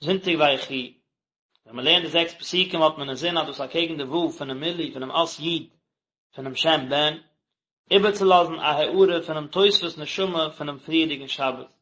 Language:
Yiddish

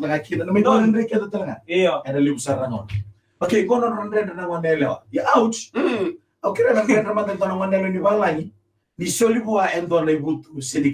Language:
Fijian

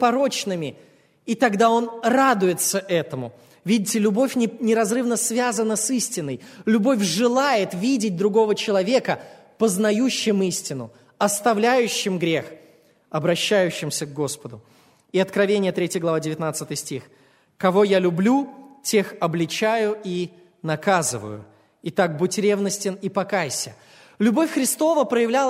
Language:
Russian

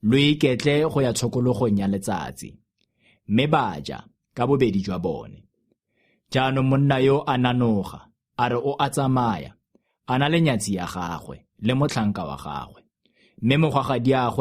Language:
Tswana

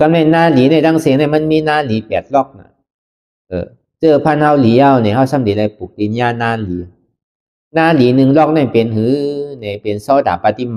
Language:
Shan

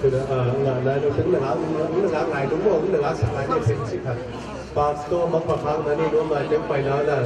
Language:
Tedim Chin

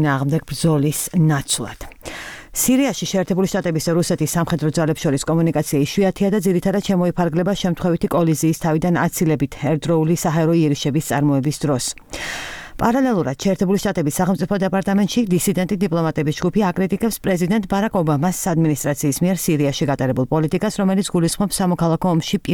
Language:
Georgian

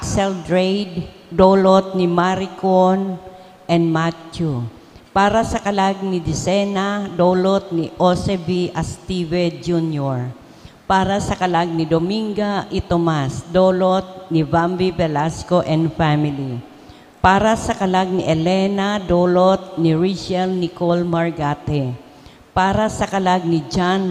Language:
Bikol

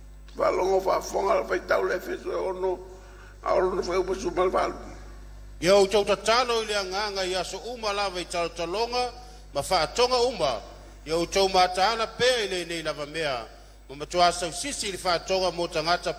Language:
Samoan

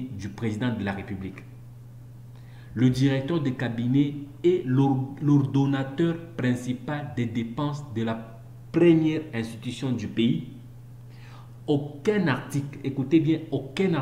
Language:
French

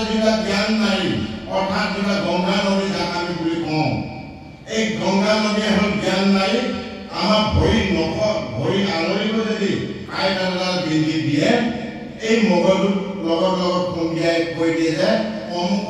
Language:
Assamese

